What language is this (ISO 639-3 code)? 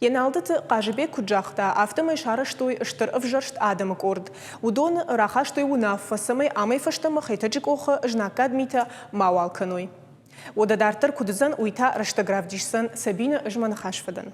oss